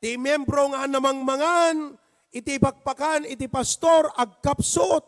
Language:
Iloko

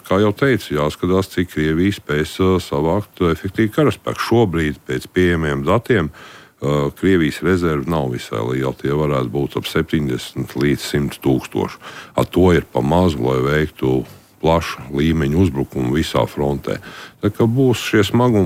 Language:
Latvian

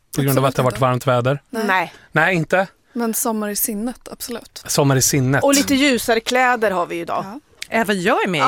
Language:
Swedish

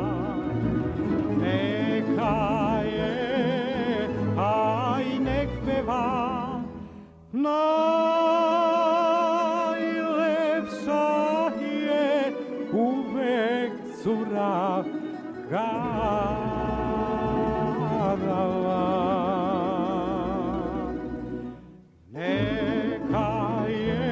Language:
Serbian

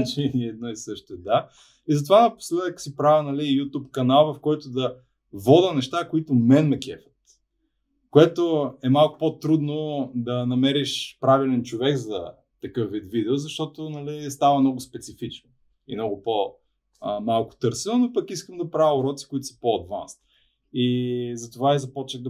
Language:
Bulgarian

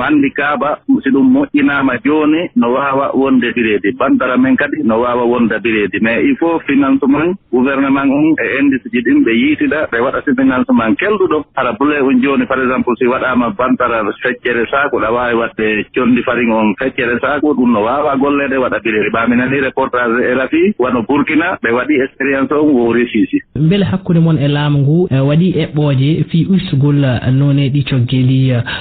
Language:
Fula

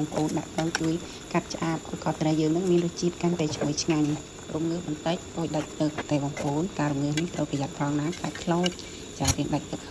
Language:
Khmer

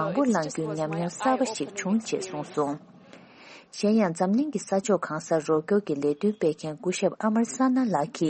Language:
Tibetan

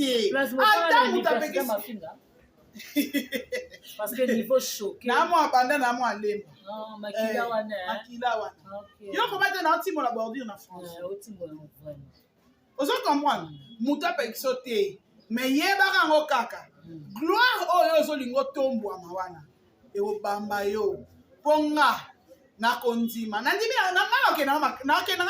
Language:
Lingala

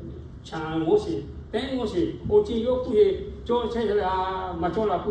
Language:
Lahu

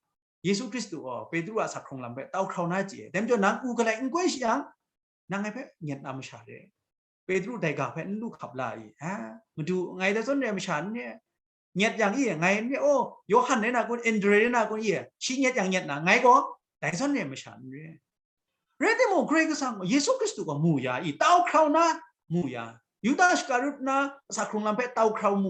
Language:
Kachin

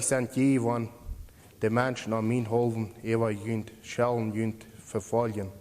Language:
Plautdietsch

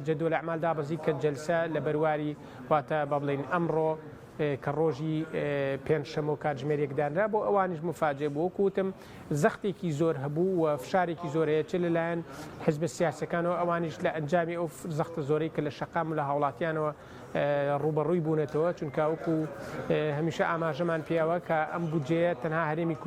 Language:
Central Kurdish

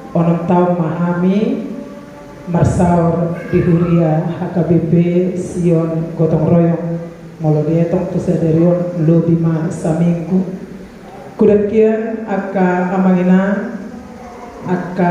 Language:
Batak Toba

